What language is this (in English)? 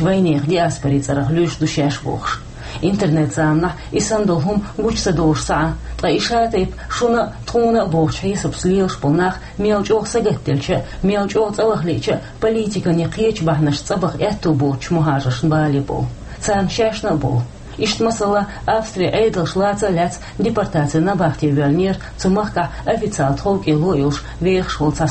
Chechen